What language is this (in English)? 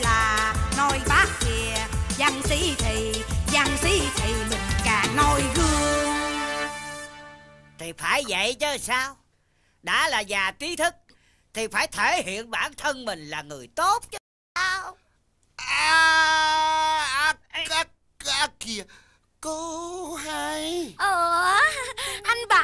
Vietnamese